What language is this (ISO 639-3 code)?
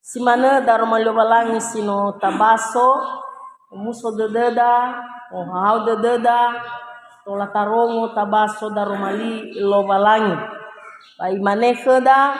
nia